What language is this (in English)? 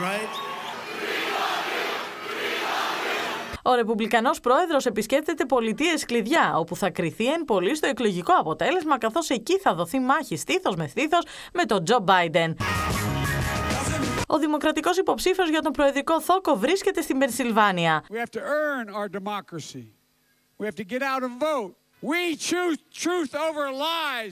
Greek